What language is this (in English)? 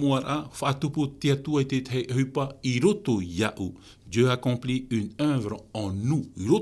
Tahitian